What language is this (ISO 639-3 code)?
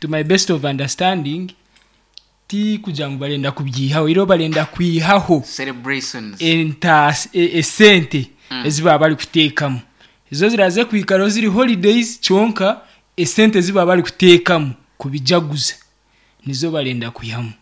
nyn